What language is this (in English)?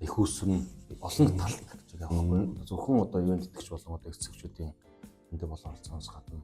Mongolian